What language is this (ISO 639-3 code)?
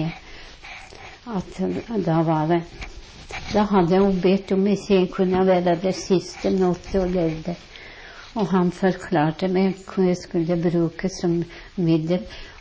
nor